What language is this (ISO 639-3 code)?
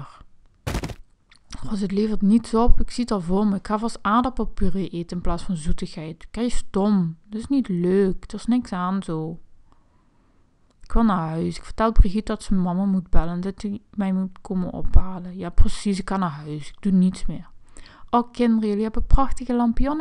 nld